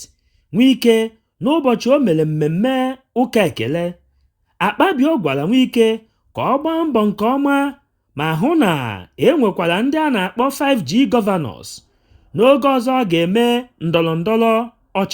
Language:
Igbo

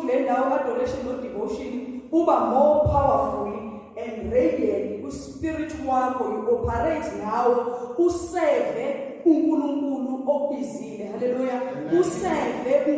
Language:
Zulu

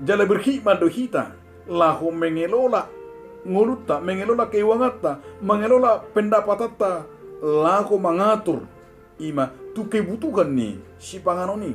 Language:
Batak Toba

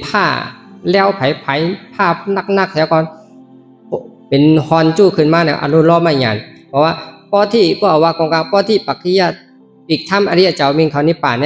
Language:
Shan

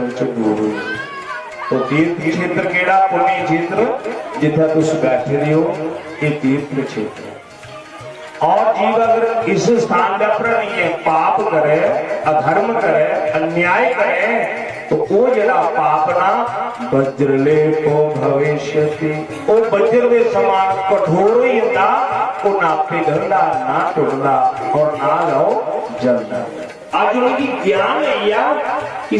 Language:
Dogri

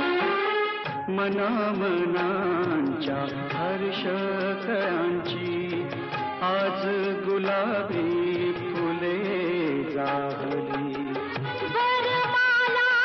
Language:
Marathi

